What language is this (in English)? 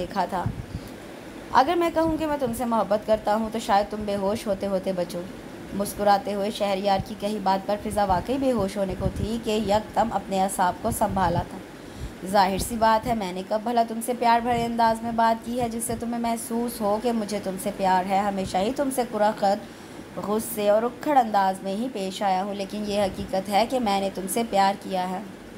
Urdu